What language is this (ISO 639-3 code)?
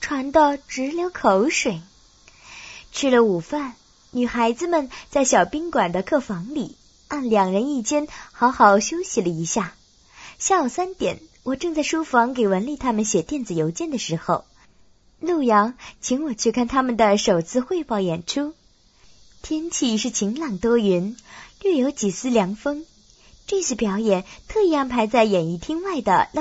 zho